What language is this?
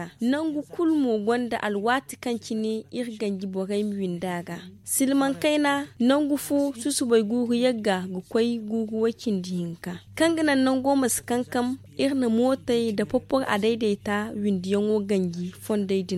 Zarma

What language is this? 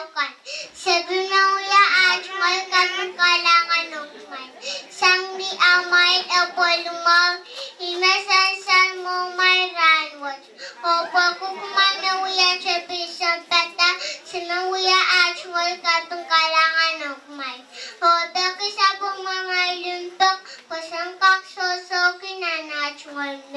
Pohnpeian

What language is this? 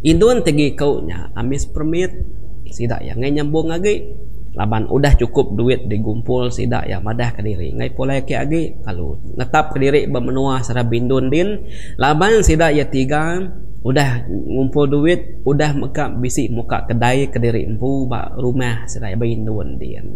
Iban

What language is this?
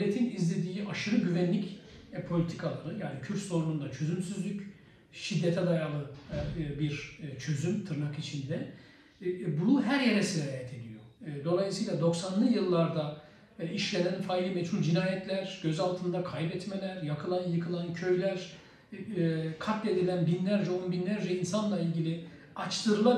Turkish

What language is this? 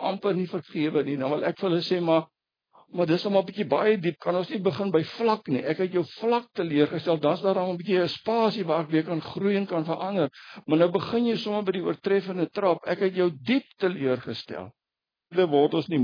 Afrikaans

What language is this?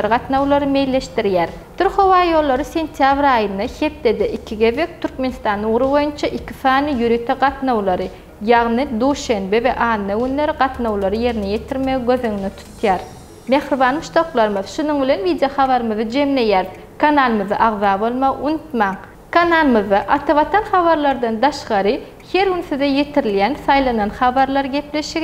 Turkmen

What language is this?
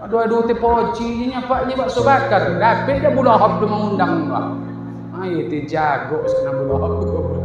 Minangkabau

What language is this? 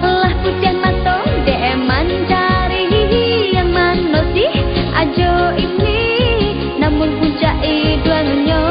Minangkabau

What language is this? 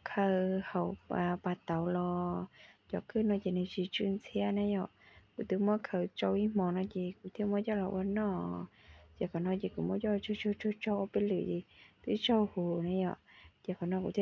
Hmong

